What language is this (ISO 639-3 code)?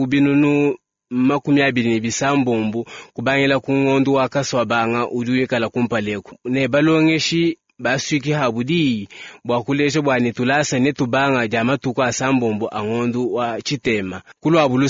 lua